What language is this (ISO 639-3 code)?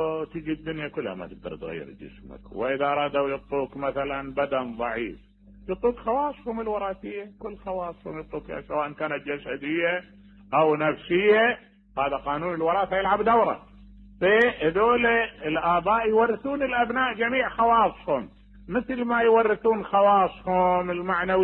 acm